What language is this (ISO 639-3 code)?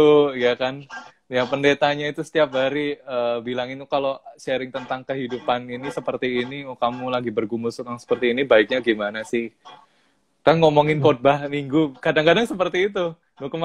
ind